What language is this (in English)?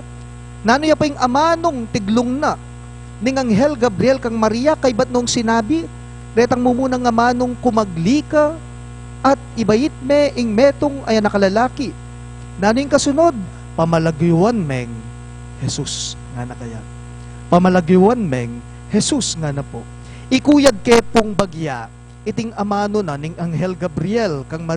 Pampanga